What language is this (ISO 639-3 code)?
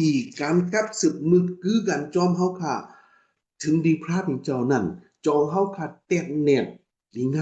shn